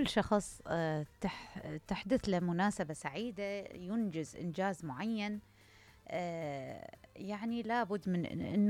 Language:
Mesopotamian Arabic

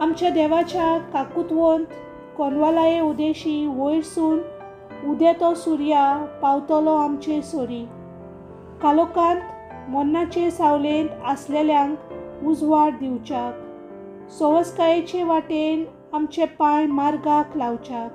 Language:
Konkani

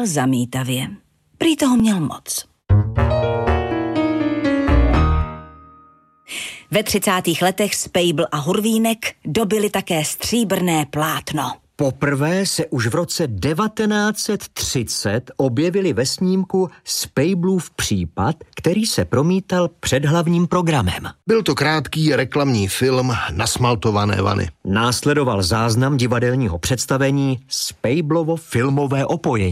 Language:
Czech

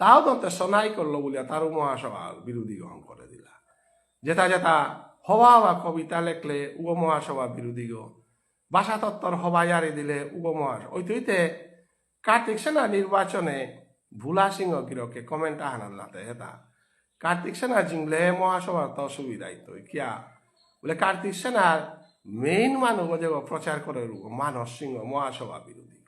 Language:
Bishnupriya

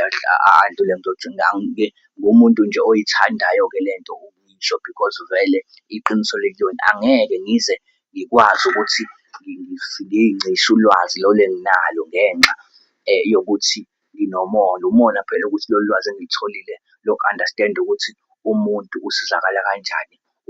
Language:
Zulu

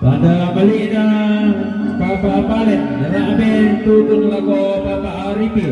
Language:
Toraja-Sa'dan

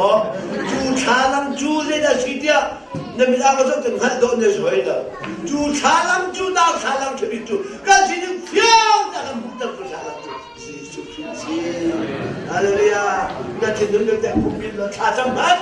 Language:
Hakha Chin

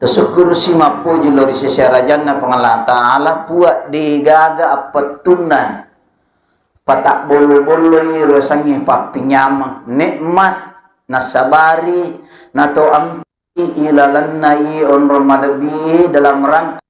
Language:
Buginese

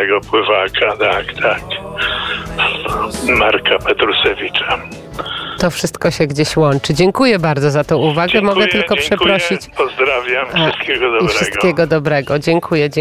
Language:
Polish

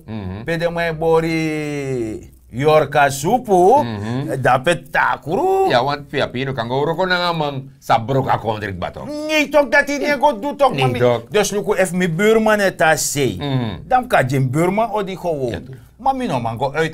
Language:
Sranan Tongo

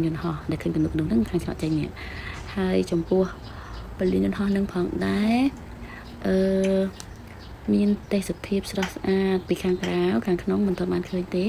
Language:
Khmer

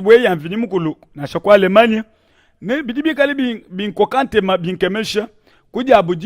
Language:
Luba-Lulua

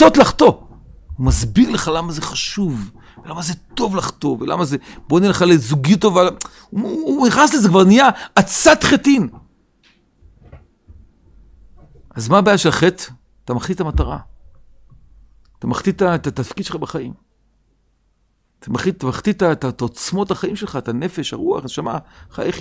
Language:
Hebrew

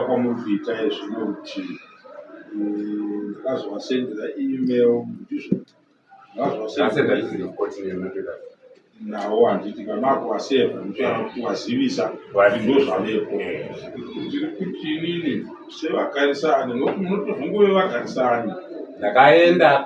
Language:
Shona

